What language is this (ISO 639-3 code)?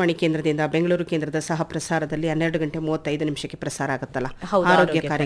kan